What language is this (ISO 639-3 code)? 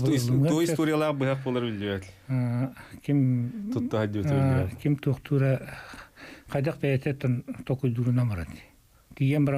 sah